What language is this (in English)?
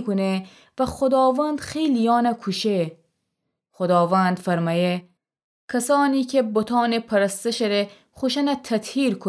Gilaki